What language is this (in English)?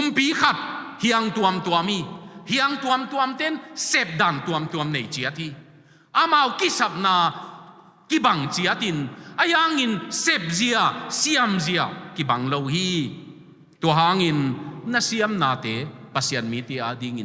Tedim Chin